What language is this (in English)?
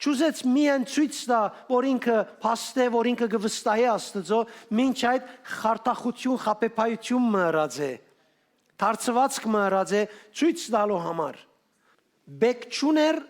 Western Armenian